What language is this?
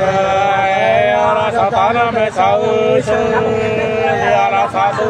Nung (Viet Nam)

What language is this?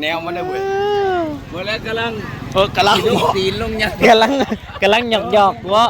Northeastern Thai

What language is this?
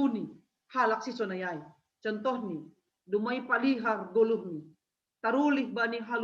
Batak Simalungun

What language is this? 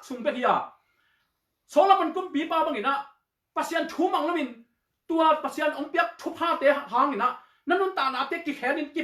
Tedim Chin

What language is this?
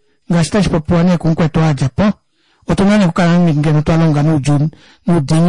Kuanyama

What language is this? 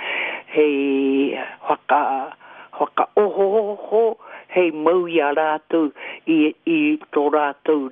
Māori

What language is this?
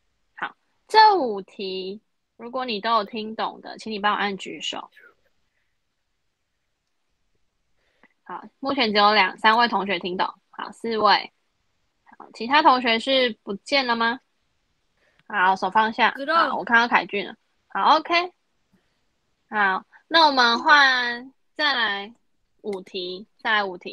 Chinese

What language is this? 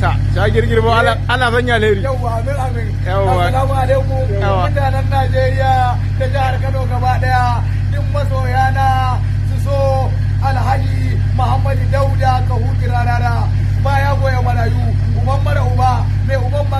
Hausa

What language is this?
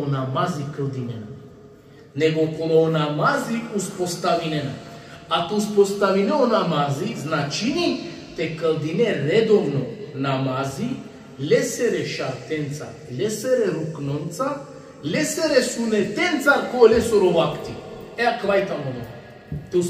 Balkan Romani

